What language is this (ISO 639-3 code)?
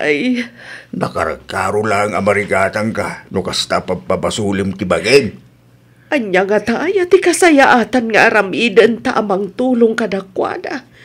ilo